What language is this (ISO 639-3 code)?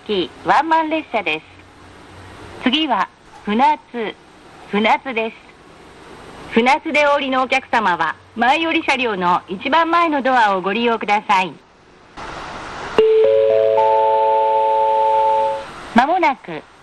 jpn